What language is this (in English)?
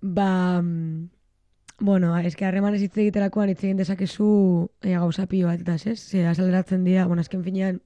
Basque